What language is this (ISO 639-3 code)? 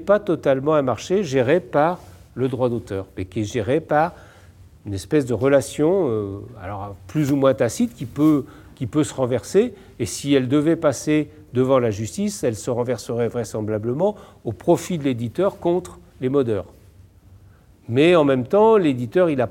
fra